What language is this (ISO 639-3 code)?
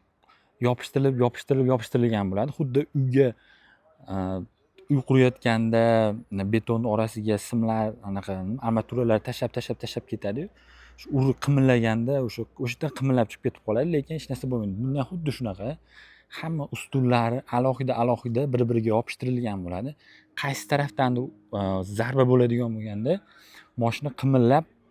uzb